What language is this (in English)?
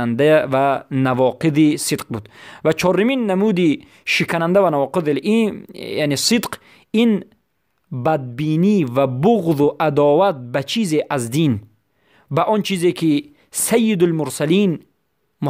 Persian